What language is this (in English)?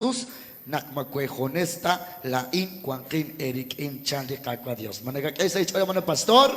Kekchí